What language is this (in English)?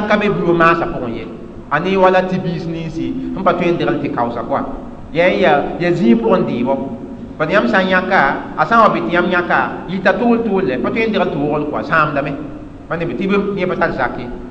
Mossi